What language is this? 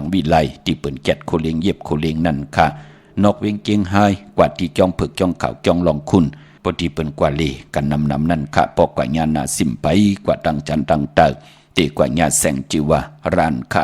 Shan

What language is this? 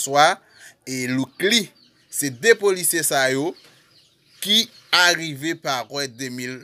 Haitian Creole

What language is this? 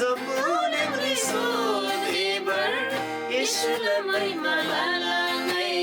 Eastern Tamang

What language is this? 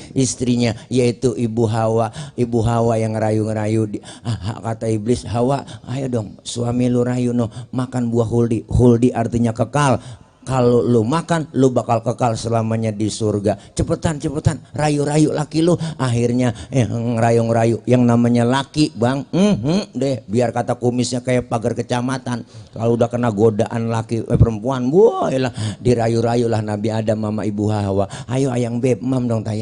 Betawi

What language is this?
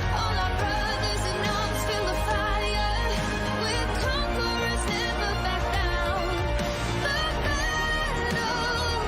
Kara-Kalpak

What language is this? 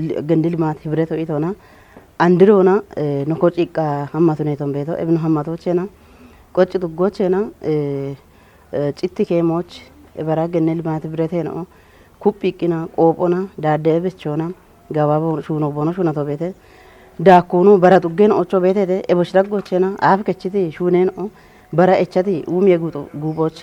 Kafa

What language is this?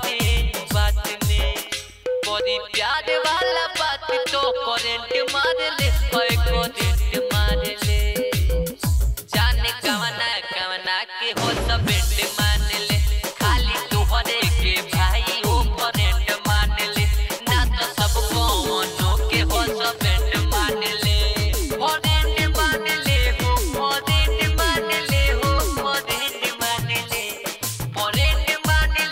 Bhojpuri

